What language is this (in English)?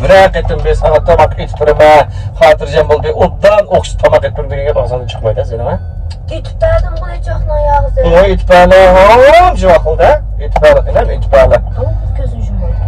Uyghur